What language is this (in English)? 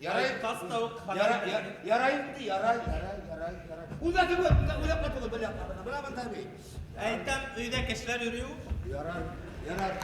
Bashkir